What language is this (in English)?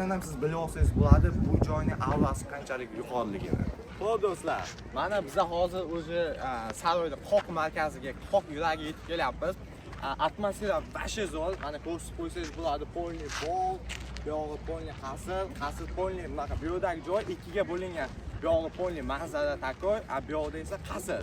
Uzbek